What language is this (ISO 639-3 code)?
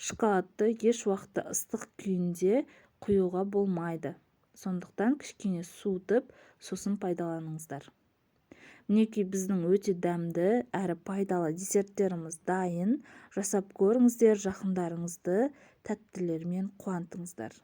kaz